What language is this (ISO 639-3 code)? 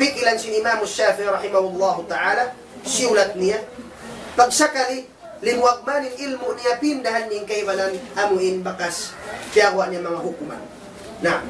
tsg